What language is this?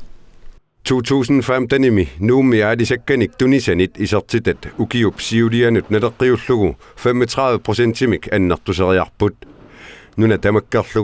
Kalaallisut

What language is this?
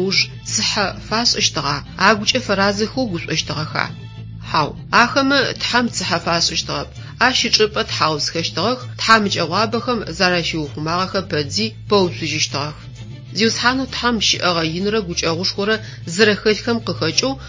Adyghe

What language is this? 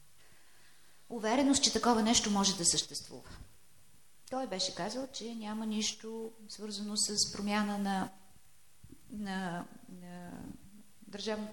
Bulgarian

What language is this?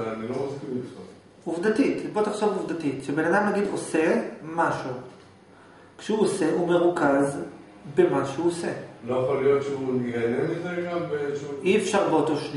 Hebrew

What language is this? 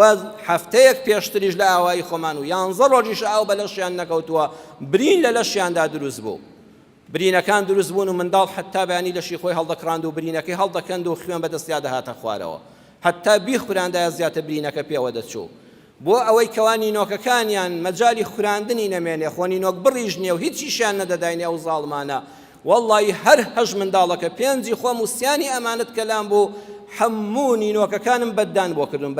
Central Kurdish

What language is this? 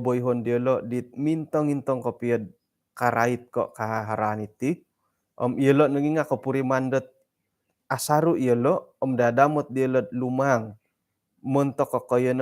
Central Dusun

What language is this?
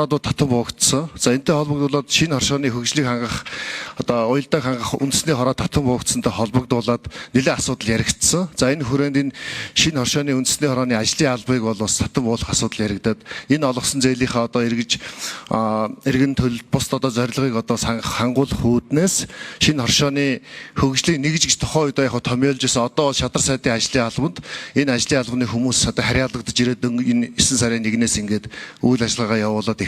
Mongolian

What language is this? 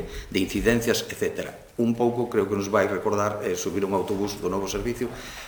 Galician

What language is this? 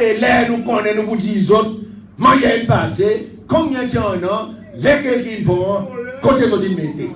Seselwa Creole French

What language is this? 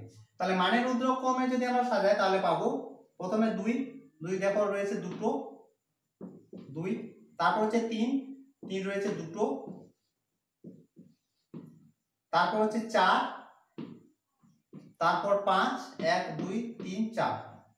Bangla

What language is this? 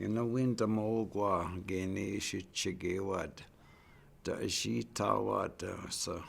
Chippewa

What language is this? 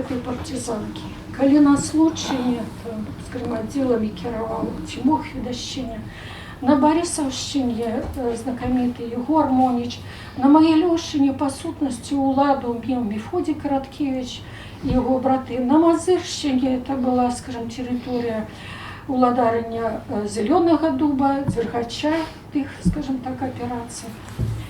Belarusian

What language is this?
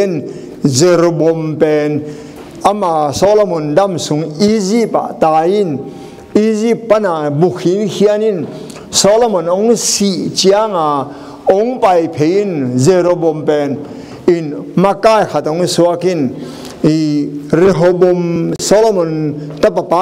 Tedim Chin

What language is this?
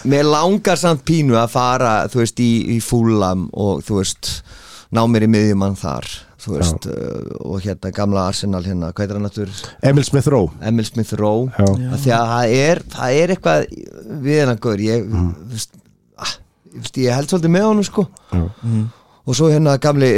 Icelandic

